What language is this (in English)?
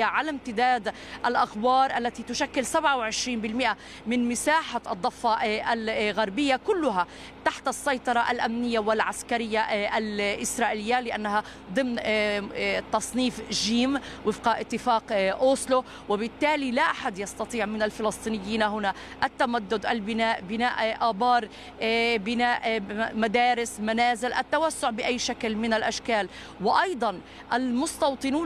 Arabic